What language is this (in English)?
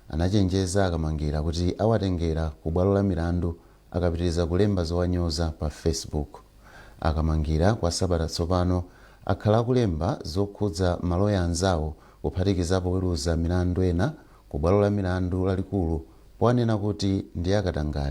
Nyanja